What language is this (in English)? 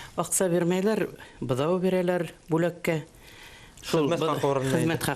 Bashkir